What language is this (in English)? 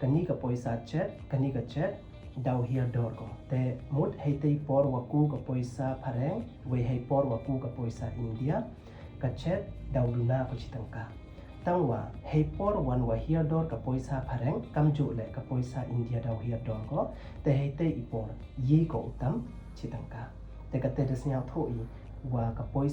Pnar